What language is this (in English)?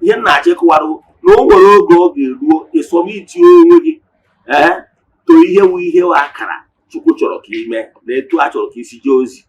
Igbo